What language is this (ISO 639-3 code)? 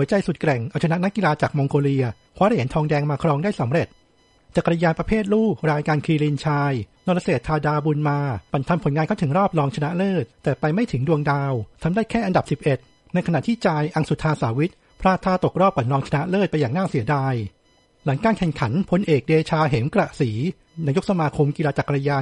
tha